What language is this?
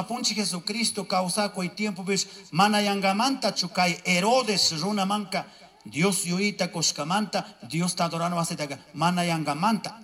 Chimborazo Highland Quichua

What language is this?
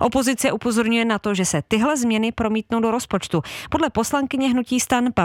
Czech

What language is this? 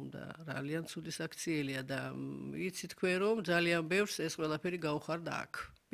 Georgian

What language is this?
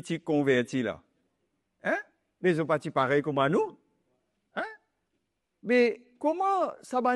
Morisyen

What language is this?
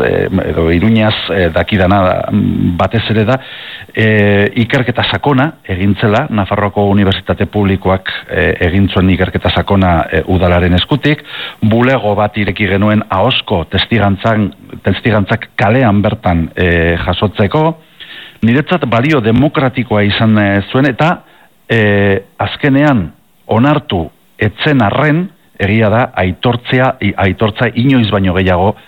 Basque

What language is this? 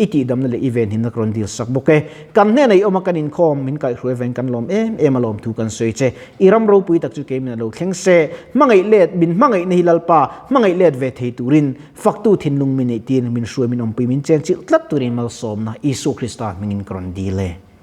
Mizo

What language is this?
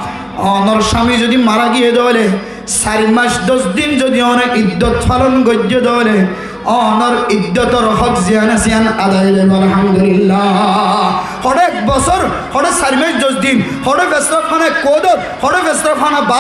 Rohingya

